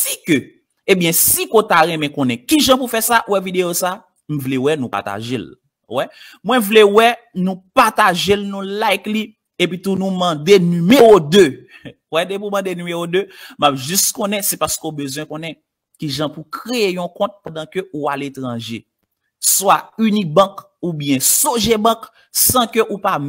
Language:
Haitian Creole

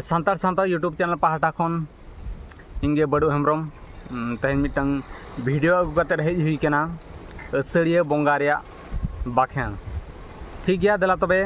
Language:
Santali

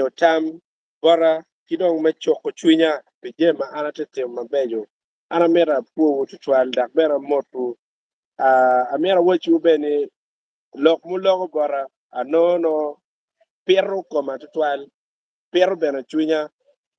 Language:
Acoli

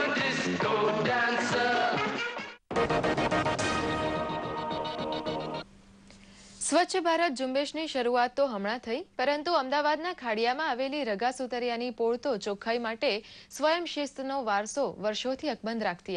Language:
Gujarati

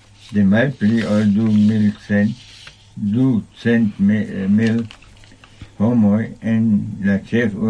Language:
Esperanto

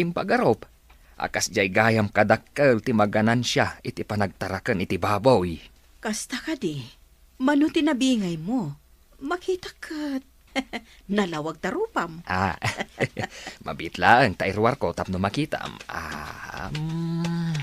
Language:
Iloko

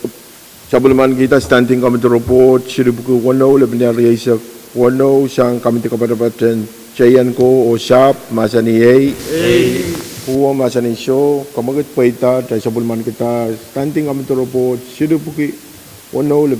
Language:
Pohnpeian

